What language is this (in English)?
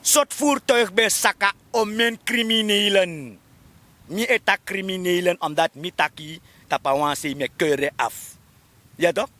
Sranan Tongo